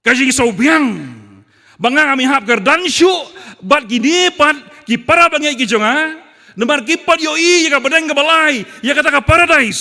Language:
Khasi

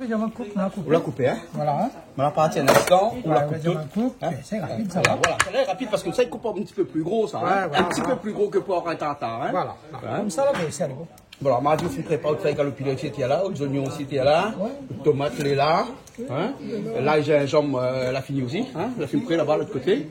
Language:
Réunion Creole French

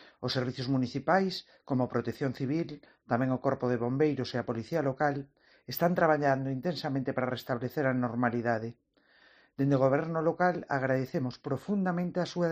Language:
Galician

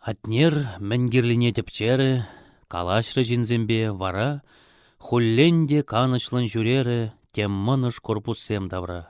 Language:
Chuvash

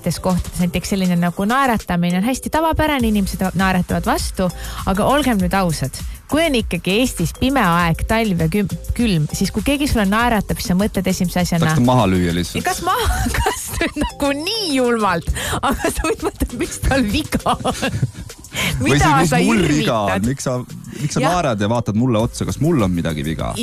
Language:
Estonian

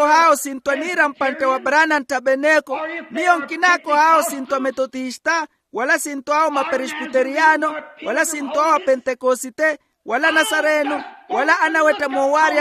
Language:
Makhuwa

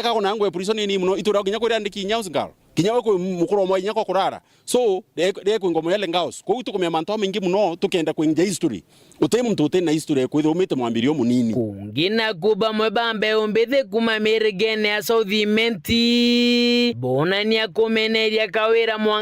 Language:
Meru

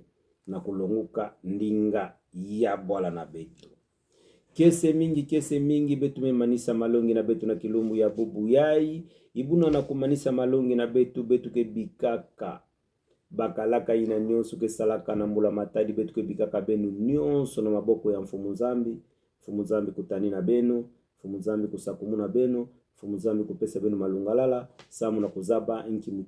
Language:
Kituba (Democratic Republic of Congo)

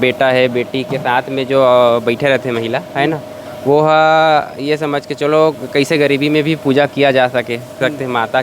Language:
Chhattisgarhi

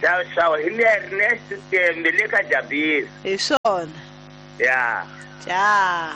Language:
Tsonga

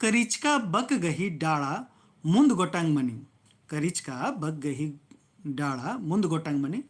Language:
Kurukh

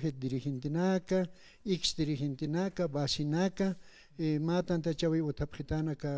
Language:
Aymara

